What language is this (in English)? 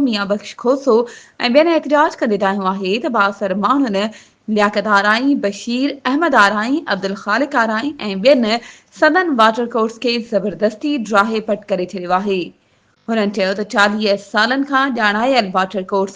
Sindhi